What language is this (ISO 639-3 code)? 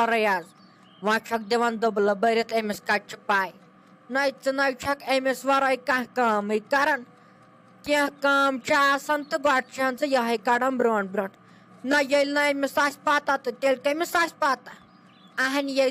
kas